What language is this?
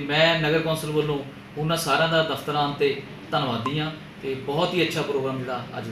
Punjabi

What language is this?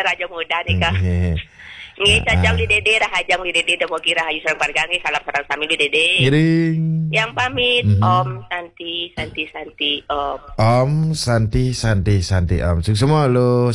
Balinese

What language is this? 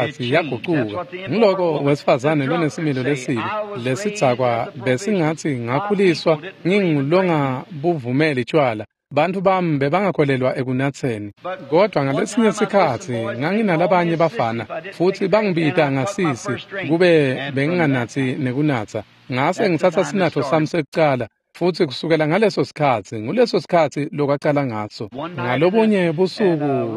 Swati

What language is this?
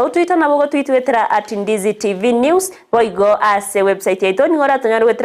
Gusii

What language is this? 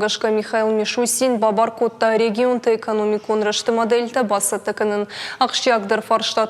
Ossetic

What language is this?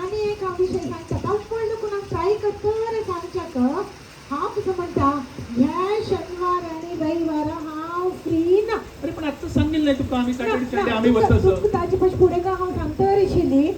Konkani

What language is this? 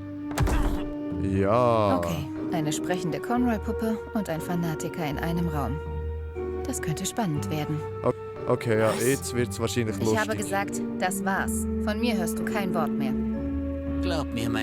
Swiss German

